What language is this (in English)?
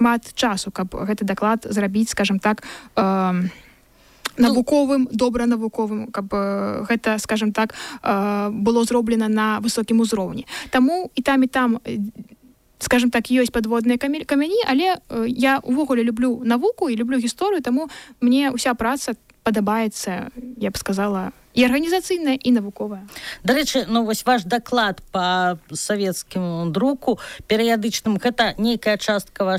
Belarusian